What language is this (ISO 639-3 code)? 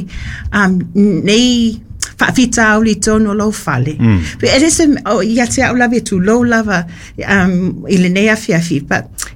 smo